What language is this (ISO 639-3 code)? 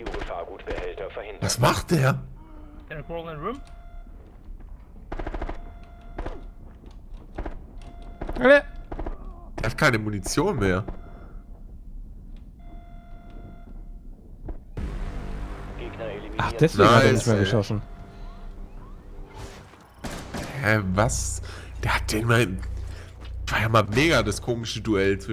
deu